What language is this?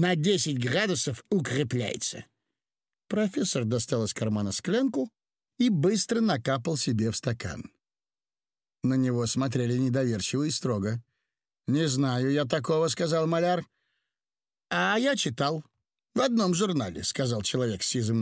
Russian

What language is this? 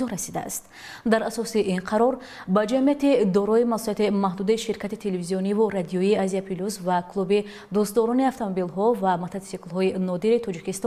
Tajik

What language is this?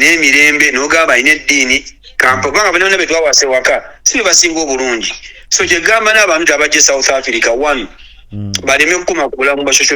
Ganda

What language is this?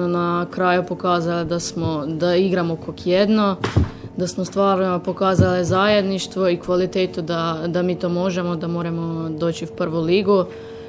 Croatian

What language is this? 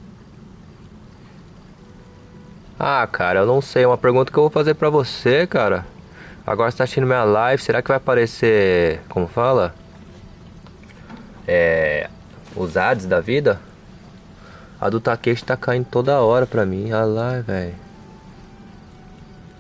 Portuguese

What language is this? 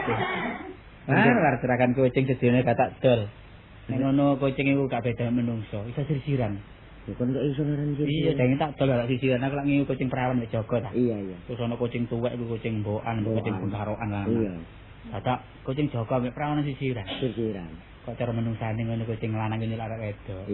Javanese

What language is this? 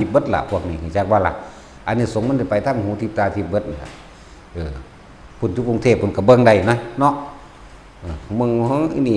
Northeastern Thai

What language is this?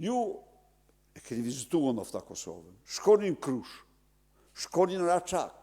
Albanian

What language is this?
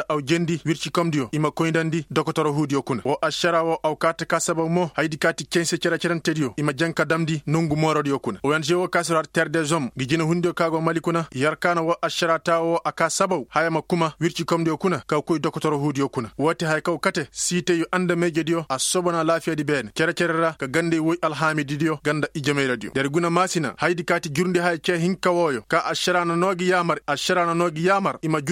Koyraboro Senni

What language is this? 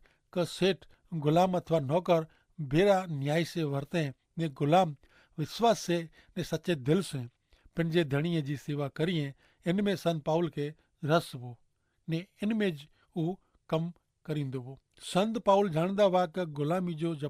Kachhi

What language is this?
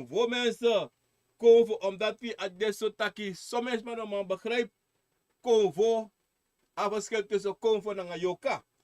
Sranan Tongo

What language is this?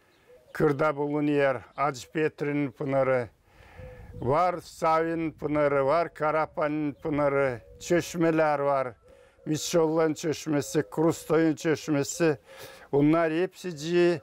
Gagauz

